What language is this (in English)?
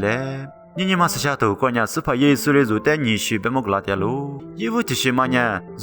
Lisu